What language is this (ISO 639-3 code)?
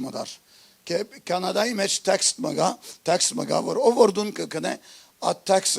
hyw